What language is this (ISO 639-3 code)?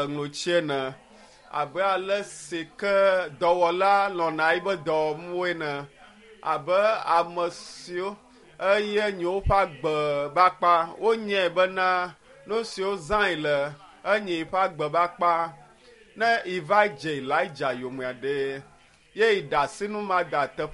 ewe